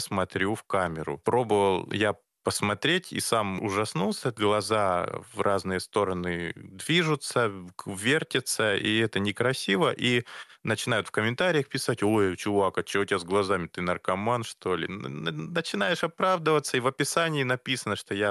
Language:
Russian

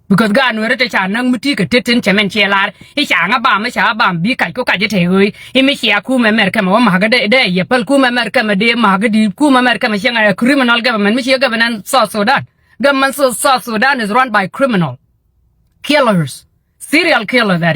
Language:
Nuer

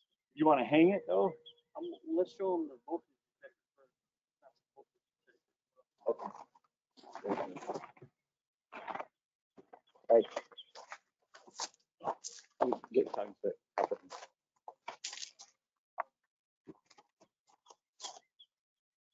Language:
English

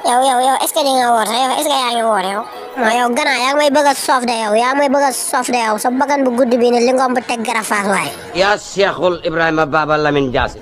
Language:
Wolof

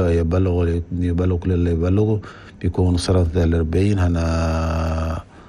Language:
Chadian Arabic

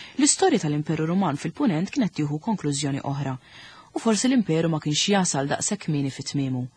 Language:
Maltese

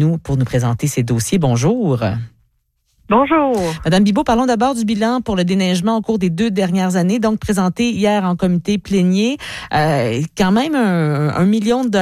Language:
French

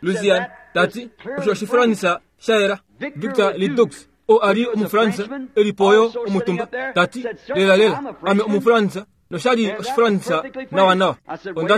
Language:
Kuanyama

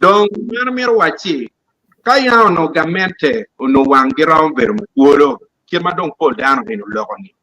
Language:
Acoli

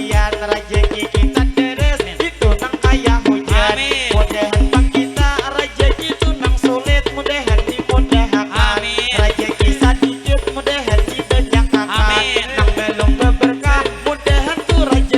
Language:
Banjar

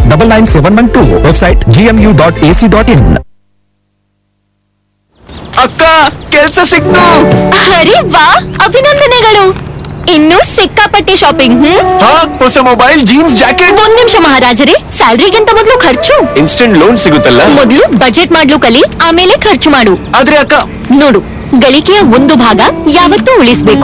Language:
Kannada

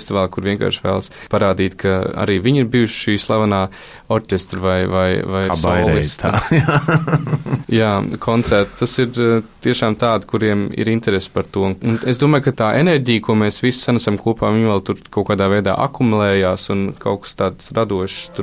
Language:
Latvian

